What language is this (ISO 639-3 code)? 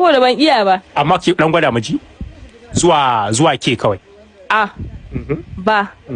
hau